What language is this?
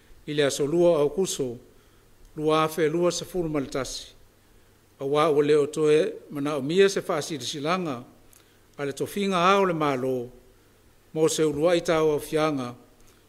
Samoan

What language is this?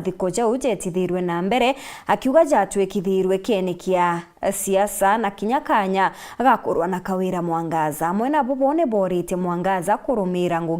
Meru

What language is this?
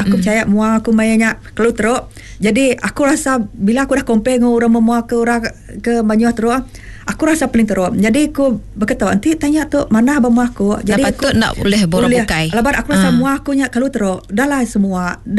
Iban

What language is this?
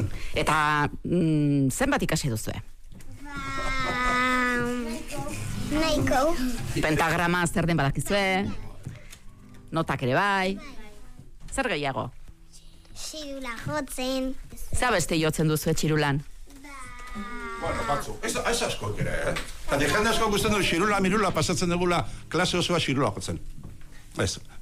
Basque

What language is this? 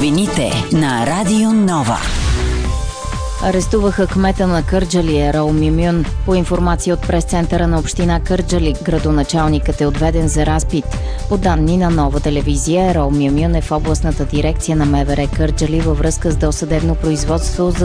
Bulgarian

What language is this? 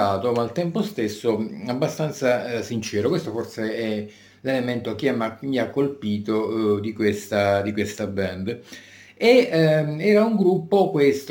Italian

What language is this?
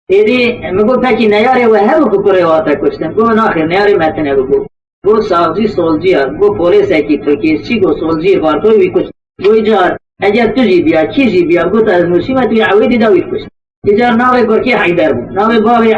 Kurdish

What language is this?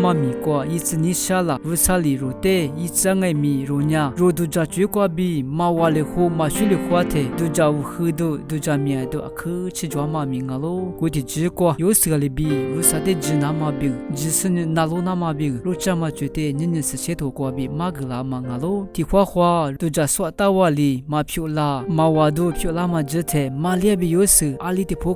Lisu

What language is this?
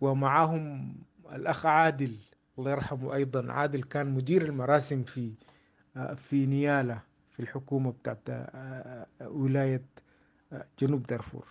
Sudanese Arabic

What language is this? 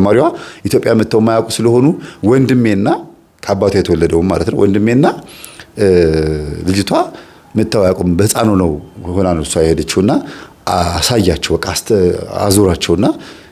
Amharic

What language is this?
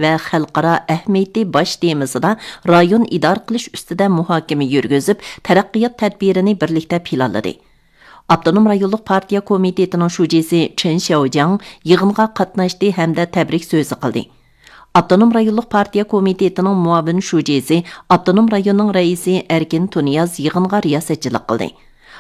Uyghur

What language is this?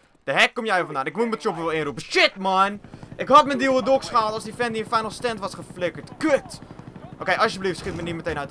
Dutch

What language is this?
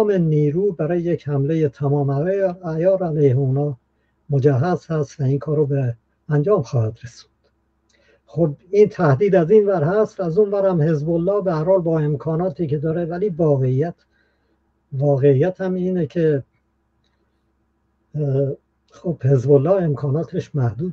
Persian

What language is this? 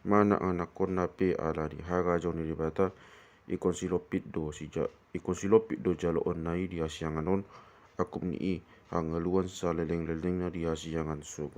Batak Toba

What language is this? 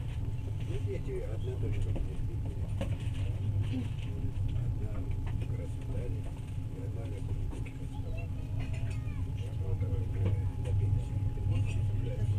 Russian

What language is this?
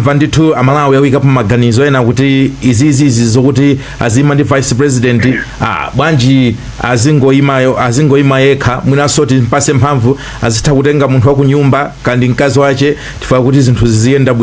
Nyanja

